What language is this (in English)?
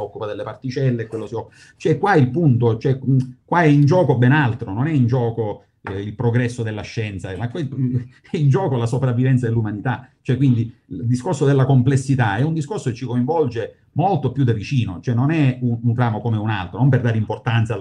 Italian